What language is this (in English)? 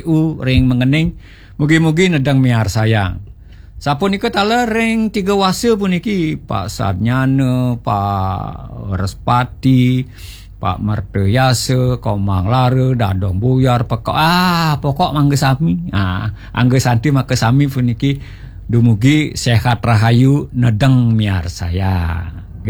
Balinese